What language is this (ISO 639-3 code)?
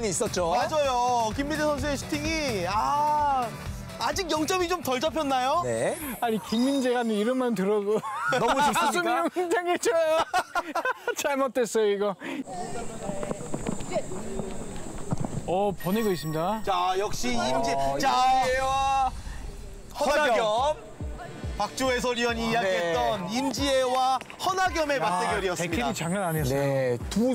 kor